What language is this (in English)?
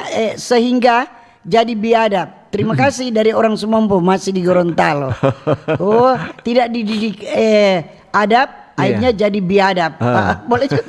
Manado Malay